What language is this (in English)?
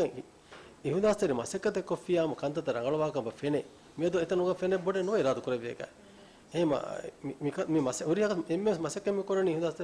Divehi